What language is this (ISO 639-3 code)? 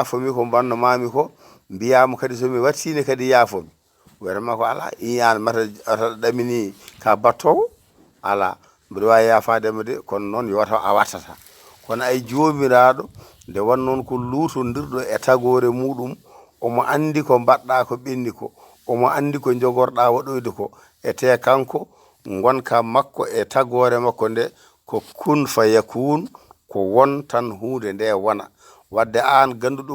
ful